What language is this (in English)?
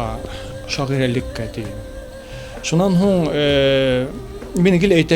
Bashkir